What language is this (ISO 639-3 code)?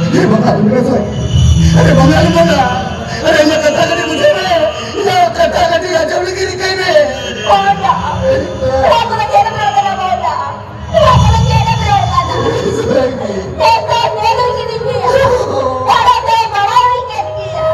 sat